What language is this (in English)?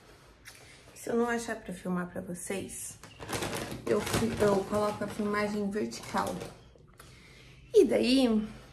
Portuguese